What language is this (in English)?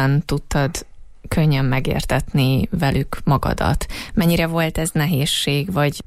Hungarian